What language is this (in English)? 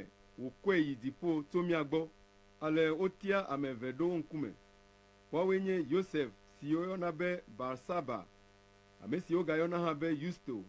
Ewe